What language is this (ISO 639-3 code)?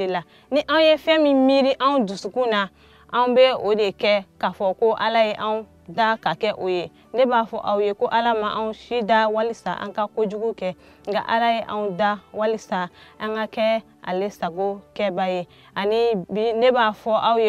bam